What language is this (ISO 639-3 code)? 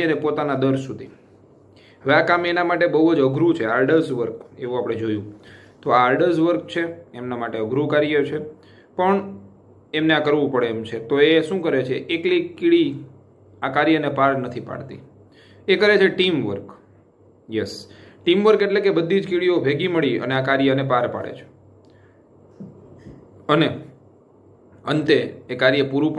guj